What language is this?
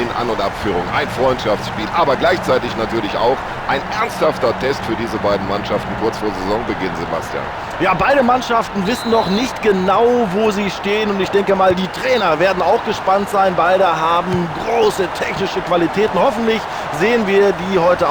Bavarian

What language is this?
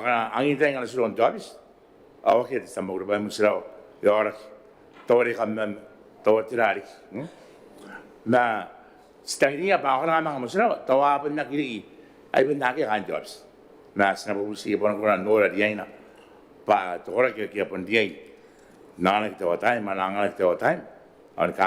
Gilbertese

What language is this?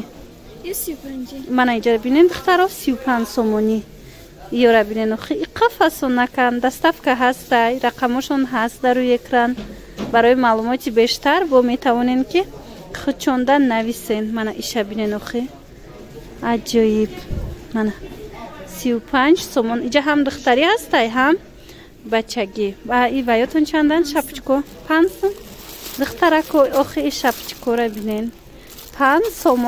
Tajik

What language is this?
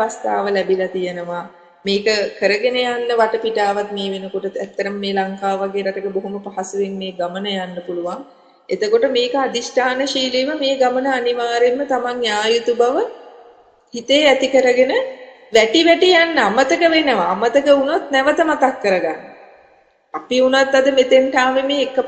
Sinhala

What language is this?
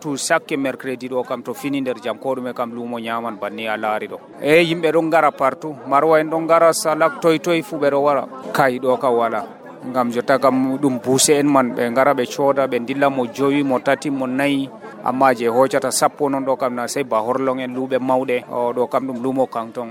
Nigerian Fulfulde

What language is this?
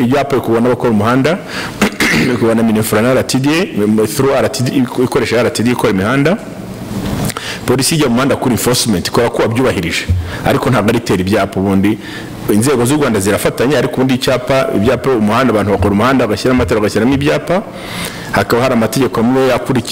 Kinyarwanda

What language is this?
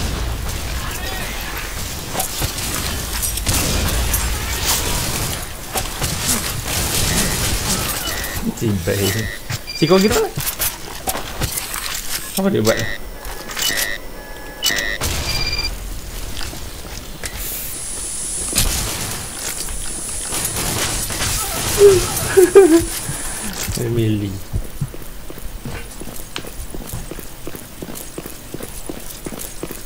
Malay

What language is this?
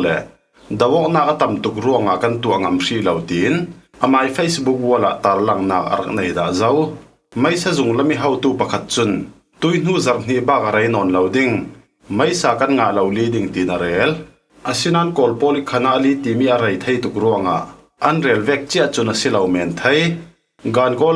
Falam Chin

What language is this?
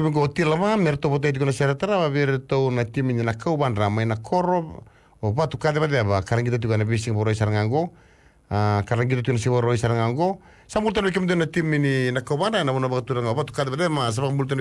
Fijian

